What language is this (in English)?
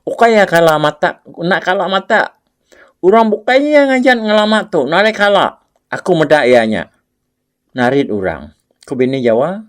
Iban